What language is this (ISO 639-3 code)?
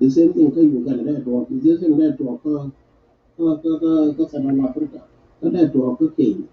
nus